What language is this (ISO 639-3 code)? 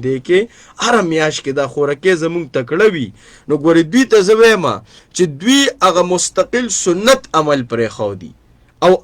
pus